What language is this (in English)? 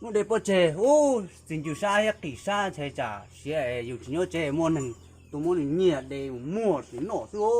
Hmong